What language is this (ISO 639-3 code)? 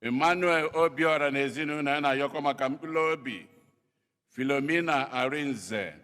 ibo